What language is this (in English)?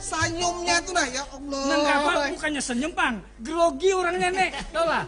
Banjar